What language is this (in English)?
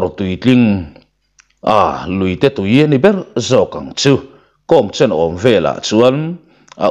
Mizo